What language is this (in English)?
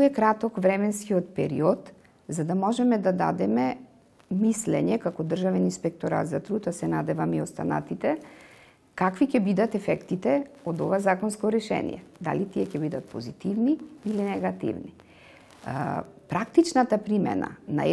Macedonian